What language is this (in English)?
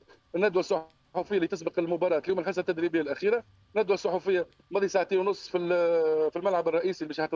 Tunisian Arabic